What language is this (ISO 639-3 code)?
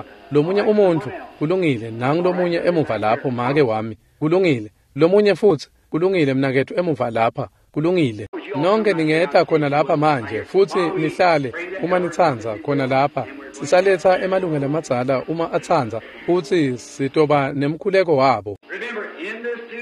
ssw